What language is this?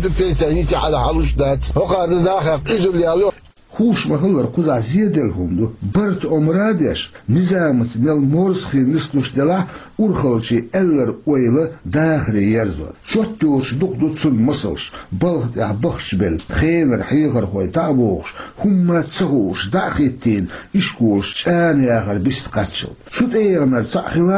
Chechen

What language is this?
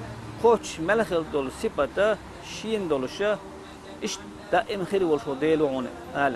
Chechen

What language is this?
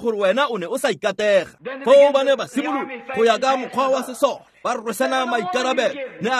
Tswana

